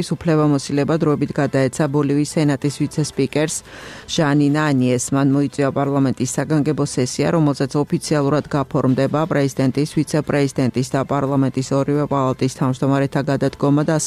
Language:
Georgian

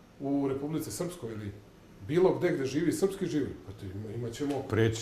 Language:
Serbian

